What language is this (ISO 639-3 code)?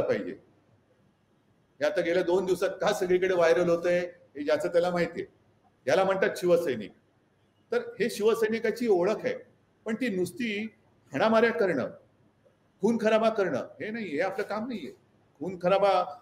mar